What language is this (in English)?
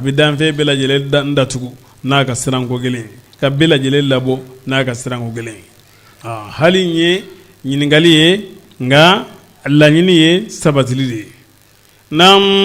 Bambara